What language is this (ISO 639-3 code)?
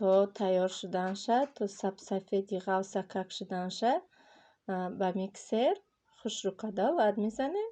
tgk